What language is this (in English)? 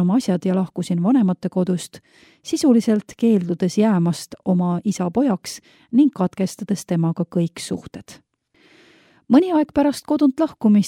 Estonian